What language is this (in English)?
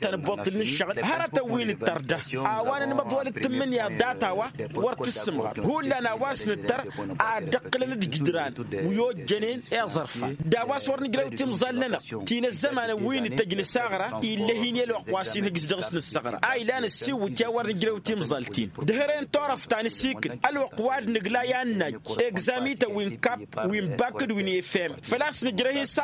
Tamasheq